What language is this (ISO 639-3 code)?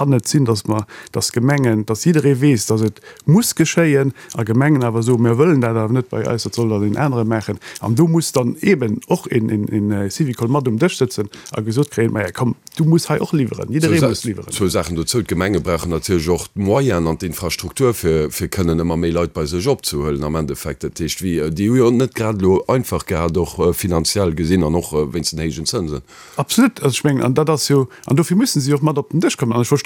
ltz